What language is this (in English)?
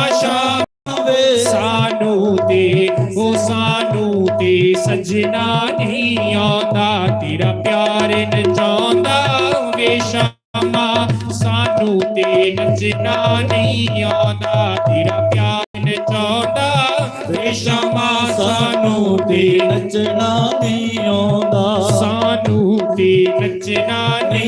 Dogri